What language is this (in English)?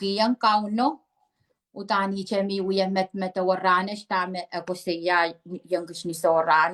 Pohnpeian